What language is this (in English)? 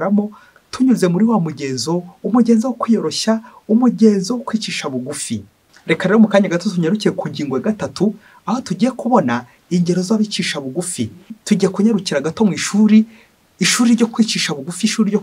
Kinyarwanda